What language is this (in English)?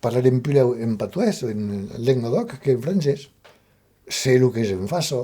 Occitan